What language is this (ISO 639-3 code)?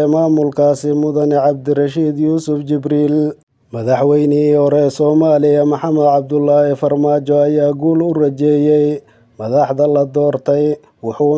som